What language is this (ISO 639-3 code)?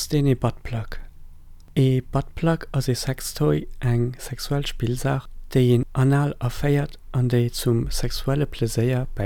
ltz